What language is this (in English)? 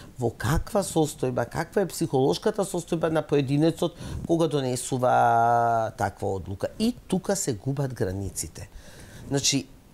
Macedonian